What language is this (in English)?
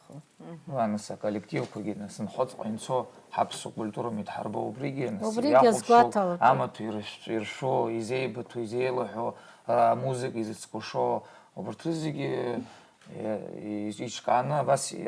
Abkhazian